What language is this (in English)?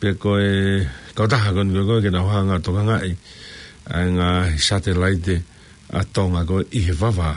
Tongan